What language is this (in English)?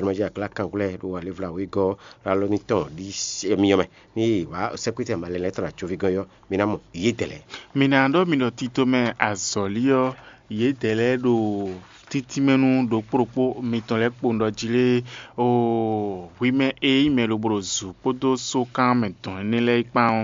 Fon